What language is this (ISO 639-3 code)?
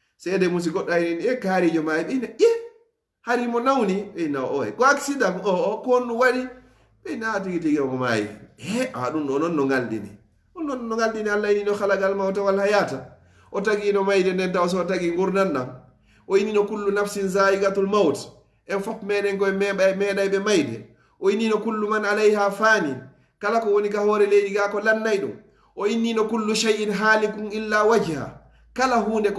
ful